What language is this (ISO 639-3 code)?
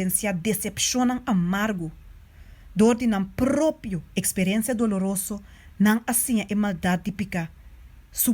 pap